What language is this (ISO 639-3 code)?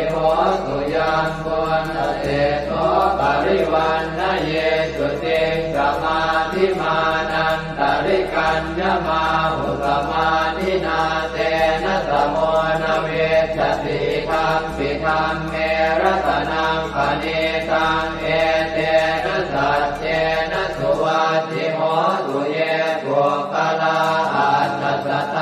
pli